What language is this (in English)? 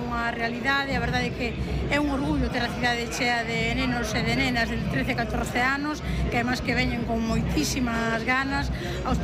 Galician